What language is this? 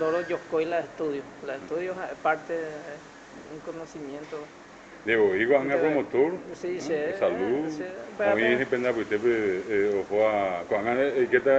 Guarani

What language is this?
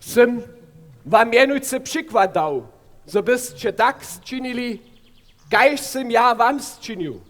Upper Sorbian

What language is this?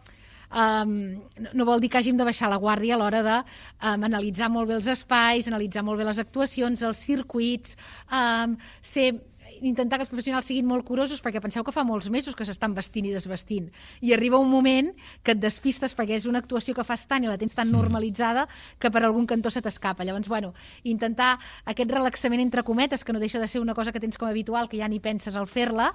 Catalan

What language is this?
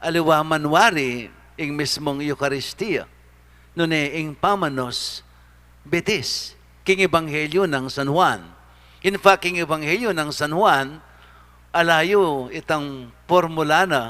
Pampanga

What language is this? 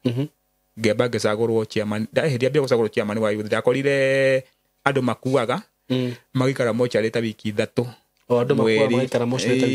Kikuyu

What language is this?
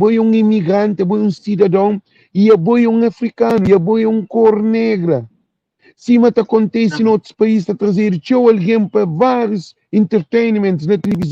Kabuverdianu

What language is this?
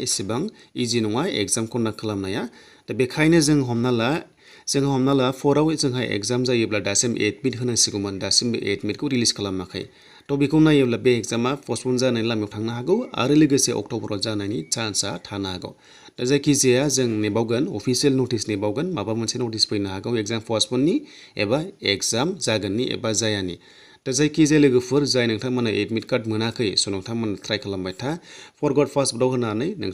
Bodo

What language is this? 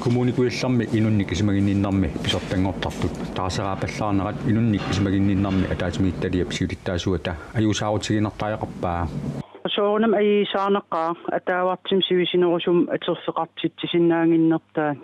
Kalaallisut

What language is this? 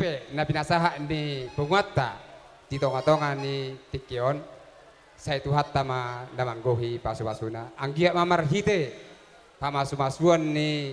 Batak Toba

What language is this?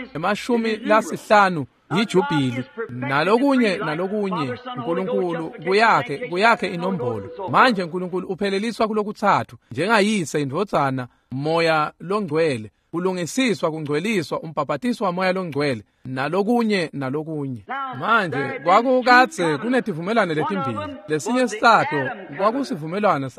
Swati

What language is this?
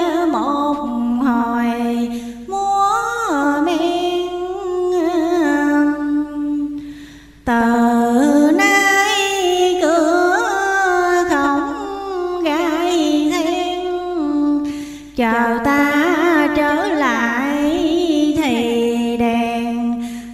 Vietnamese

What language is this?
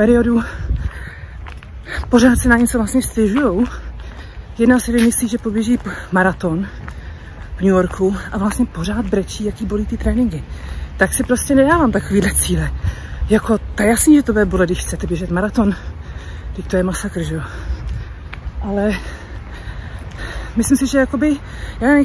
Czech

